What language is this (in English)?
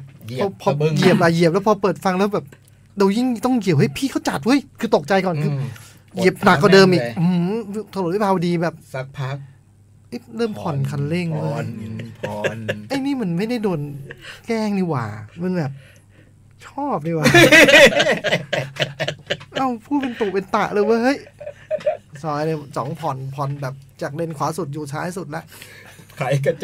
Thai